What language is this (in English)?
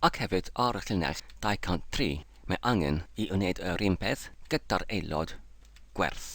Welsh